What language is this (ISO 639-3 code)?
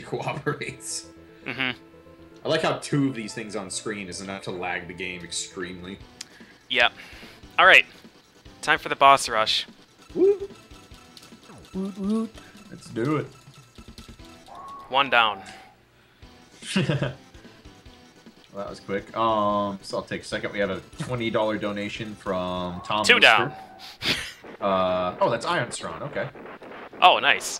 eng